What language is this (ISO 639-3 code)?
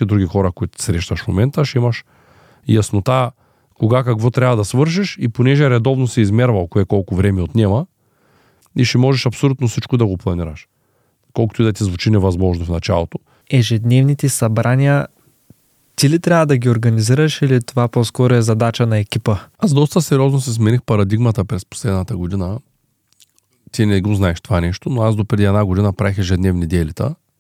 bul